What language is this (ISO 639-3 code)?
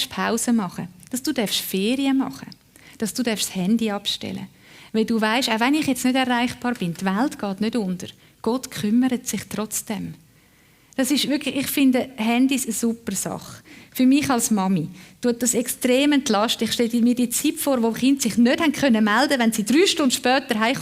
gsw